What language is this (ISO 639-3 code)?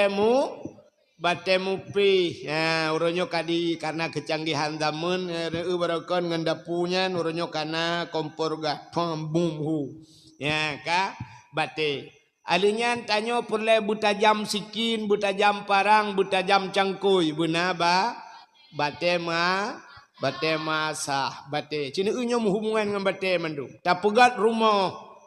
ace